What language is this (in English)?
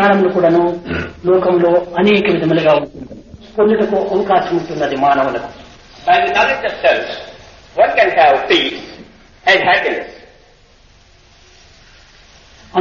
Telugu